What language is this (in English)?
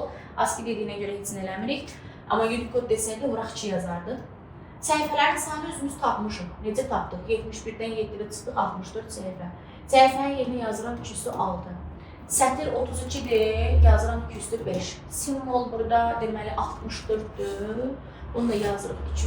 Azerbaijani